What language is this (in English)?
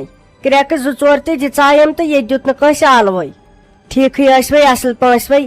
Kashmiri